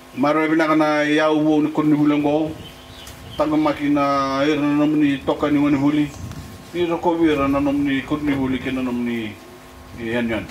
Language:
Fijian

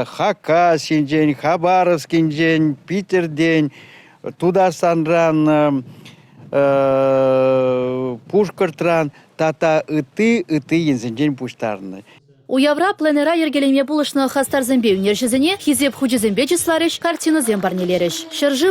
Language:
Chuvash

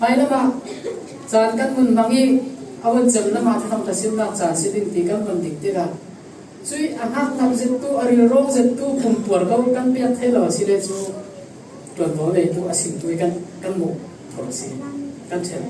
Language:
Falam Chin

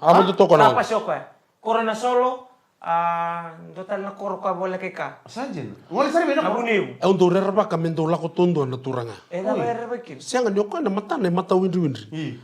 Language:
Fijian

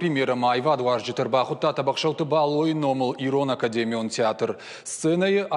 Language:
Ossetic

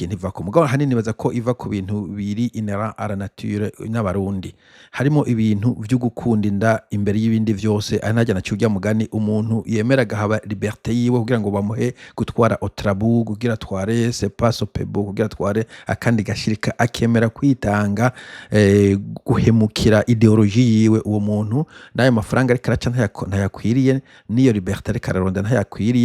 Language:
Rundi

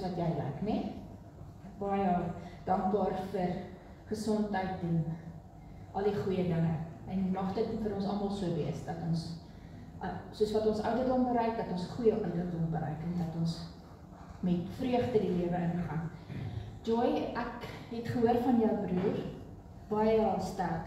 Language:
Afrikaans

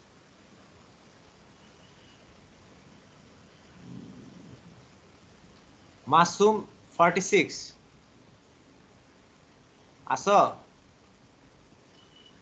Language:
Bangla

